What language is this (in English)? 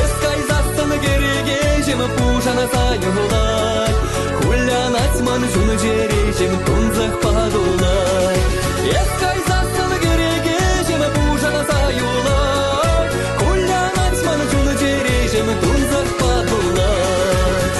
Chuvash